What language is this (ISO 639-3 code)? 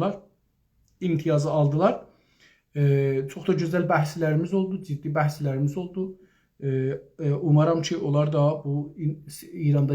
azb